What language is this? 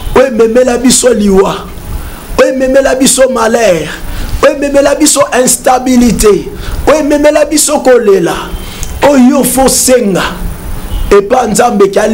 Lingala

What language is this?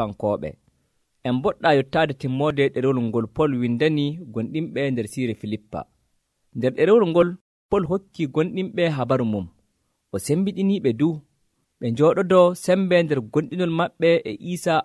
Nigerian Fulfulde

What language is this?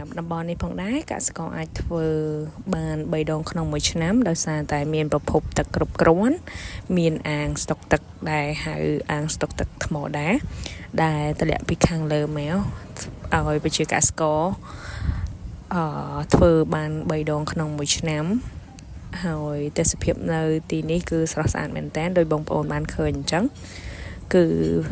Khmer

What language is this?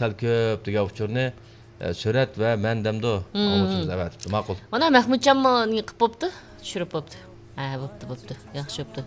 Uyghur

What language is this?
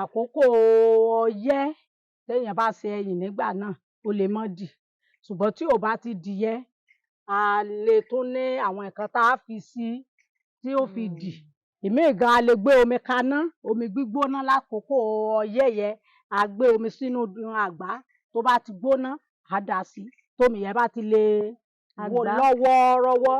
Yoruba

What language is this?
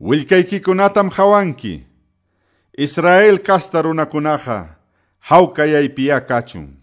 Quechua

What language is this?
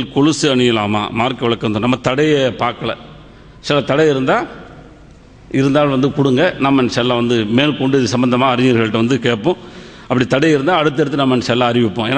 Tamil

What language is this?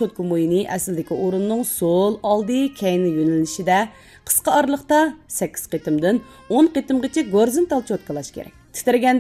Uyghur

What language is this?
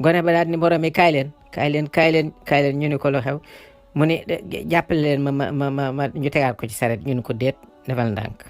Wolof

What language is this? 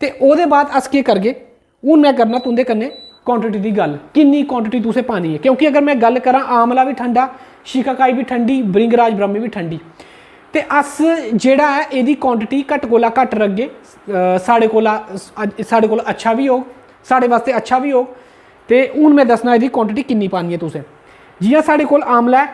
Dogri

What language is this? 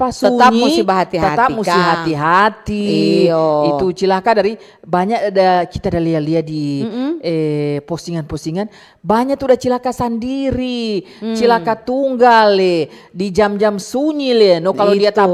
Manado Malay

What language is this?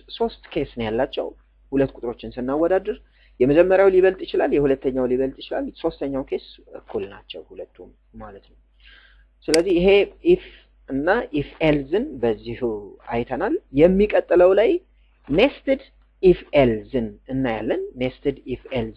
Amharic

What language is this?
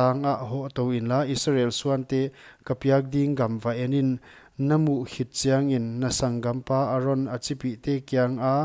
Paite Chin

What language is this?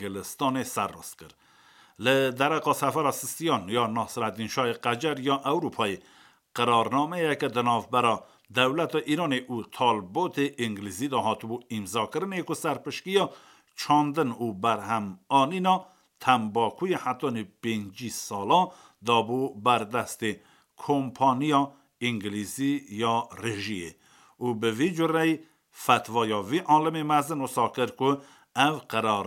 Kurdish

